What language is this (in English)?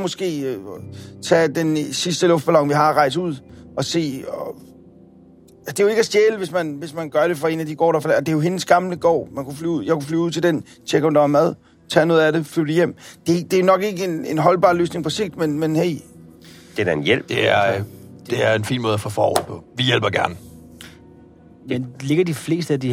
Danish